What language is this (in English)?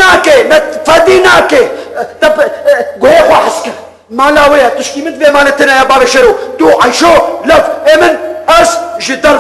Kurdish